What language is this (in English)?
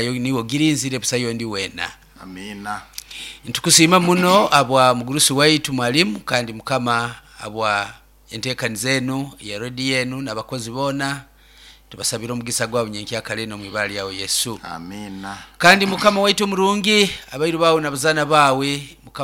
Nyoro